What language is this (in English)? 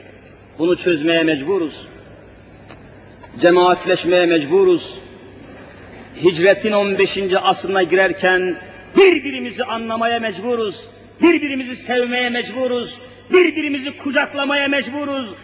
Turkish